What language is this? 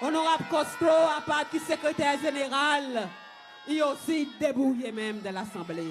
Seselwa Creole French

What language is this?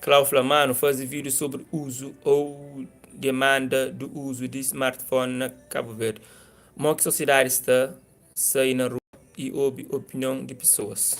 Kabuverdianu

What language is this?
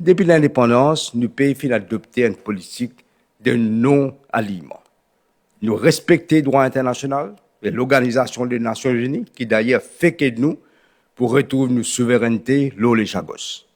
Morisyen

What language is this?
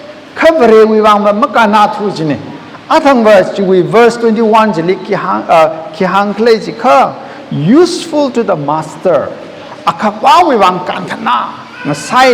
Tangkhul Naga (India)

